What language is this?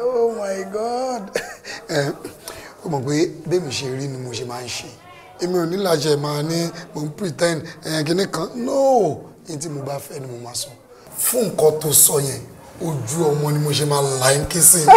Yoruba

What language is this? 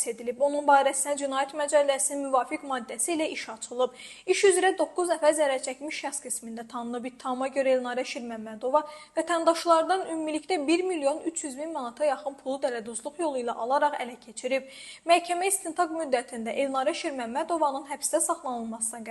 Azerbaijani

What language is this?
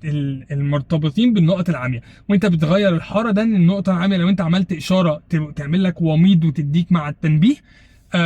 Egyptian Arabic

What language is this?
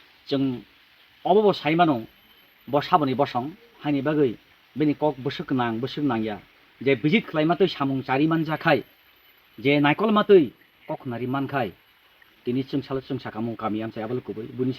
Kok Borok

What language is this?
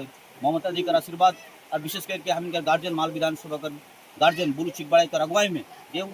Sadri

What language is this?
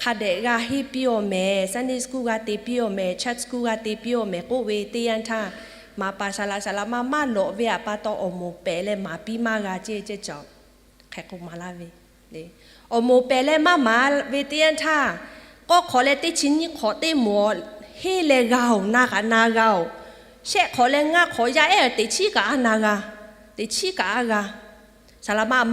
Lahu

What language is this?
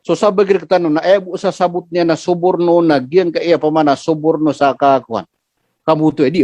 Maranao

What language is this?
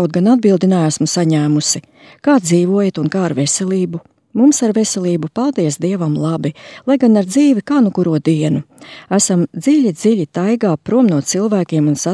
Latvian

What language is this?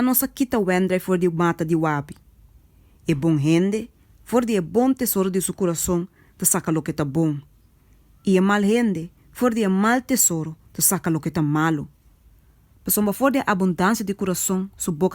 Papiamento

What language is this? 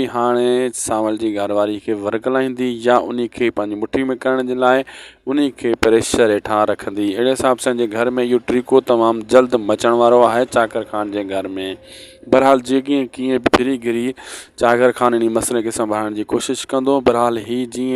Sindhi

